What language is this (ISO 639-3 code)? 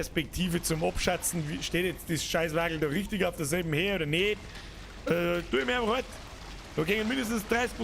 bar